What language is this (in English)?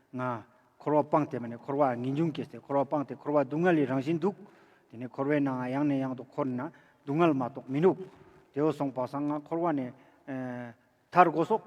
Ladakhi